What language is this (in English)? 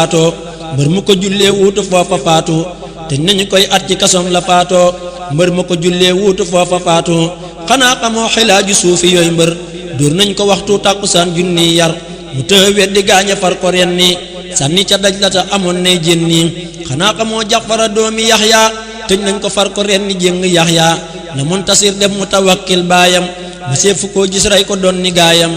Wolof